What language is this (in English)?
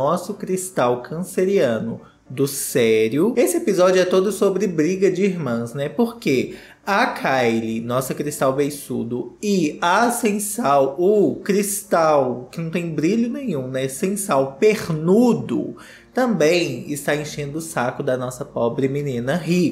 Portuguese